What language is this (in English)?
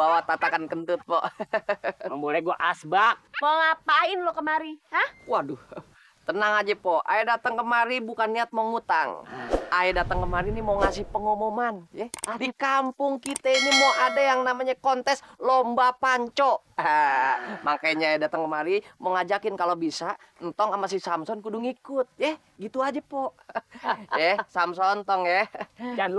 Betawi